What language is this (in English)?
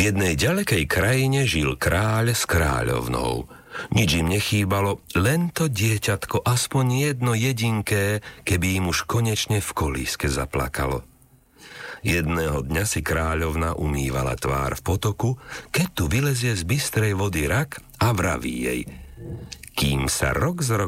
Slovak